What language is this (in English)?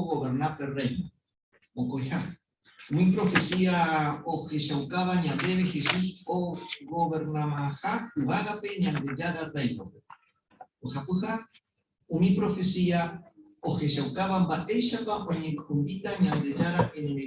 Guarani